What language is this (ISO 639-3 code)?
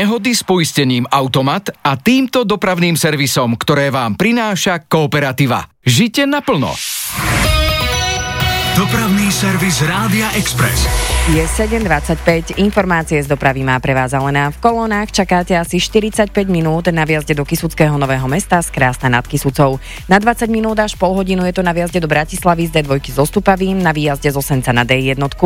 slk